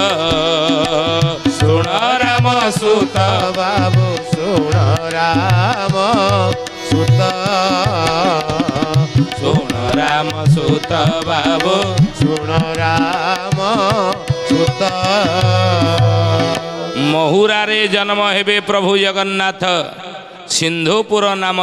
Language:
Odia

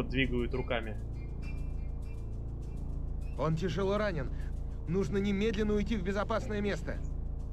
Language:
Russian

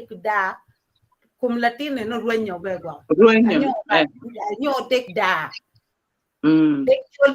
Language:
Acoli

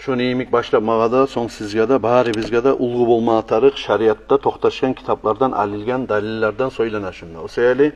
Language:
Kumyk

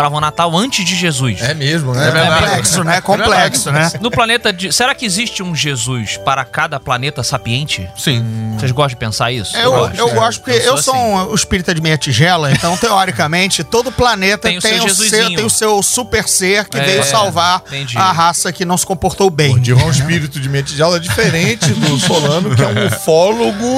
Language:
Portuguese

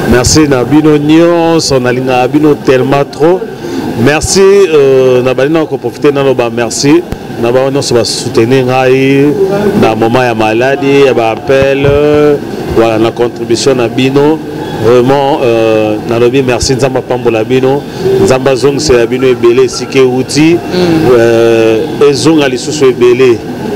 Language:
Lingala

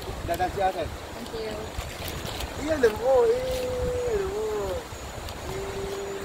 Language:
Filipino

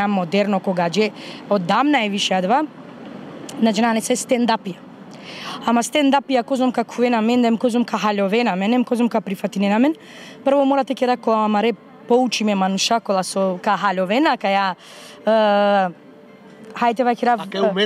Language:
Macedonian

